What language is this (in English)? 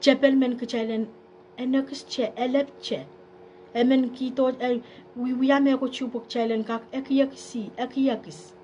Pohnpeian